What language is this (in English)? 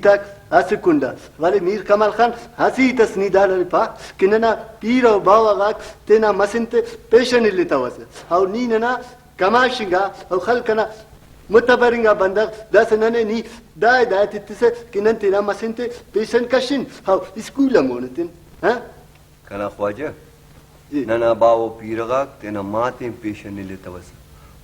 Brahui